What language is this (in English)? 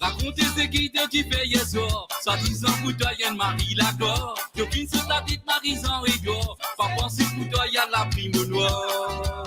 Morisyen